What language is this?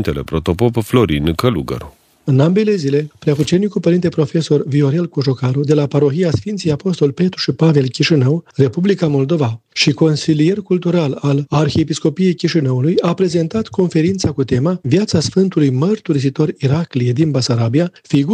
Romanian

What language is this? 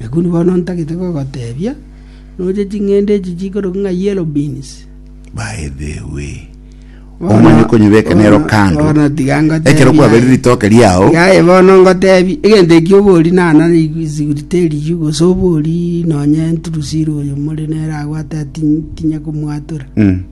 Gusii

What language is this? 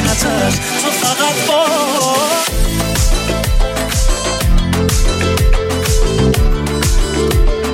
Persian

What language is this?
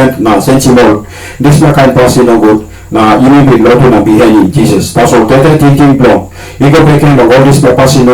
Tok Pisin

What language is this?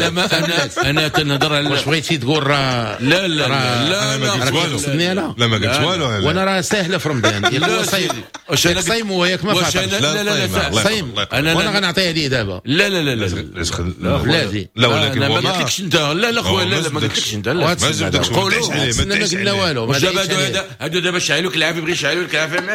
Moroccan Arabic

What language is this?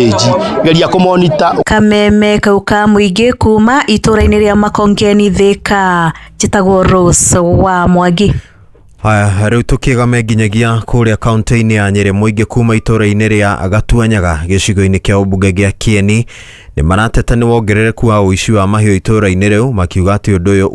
Kikuyu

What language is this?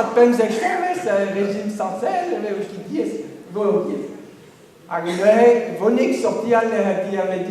Breton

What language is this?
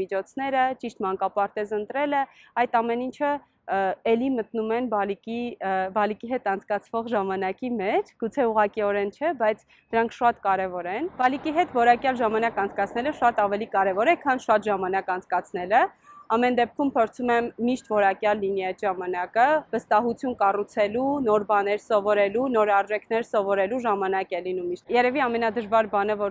Armenian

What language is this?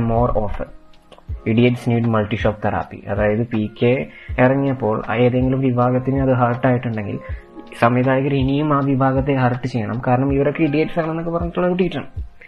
Malayalam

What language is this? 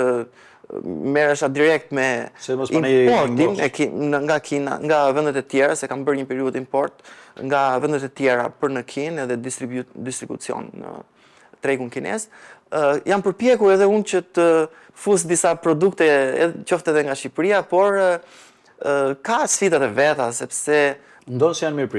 Albanian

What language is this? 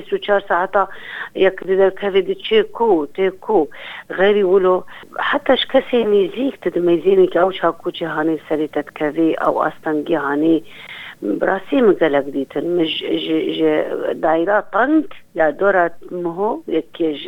Kurdish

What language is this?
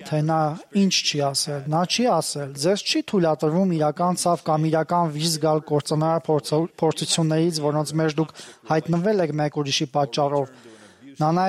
Armenian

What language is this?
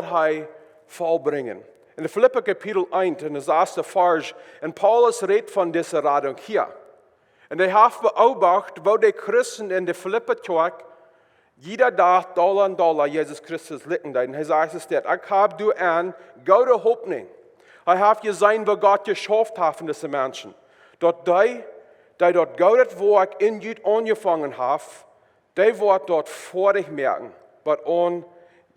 Plautdietsch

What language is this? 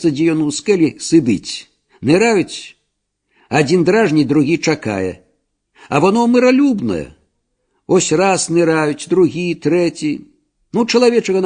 Belarusian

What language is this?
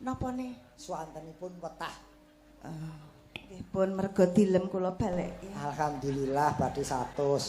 Javanese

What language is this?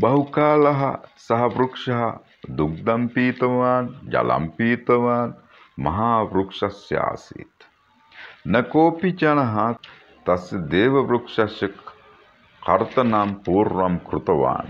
Sanskrit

